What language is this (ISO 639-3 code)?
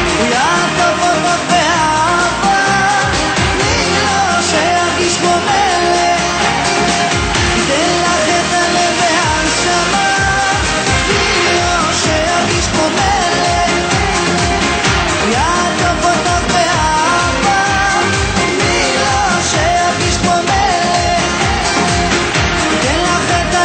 heb